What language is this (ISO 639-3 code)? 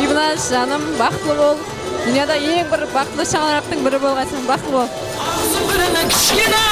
kaa